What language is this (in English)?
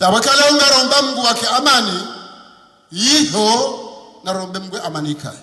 Ngazidja Comorian